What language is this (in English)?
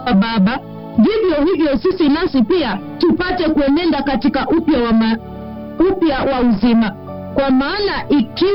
Swahili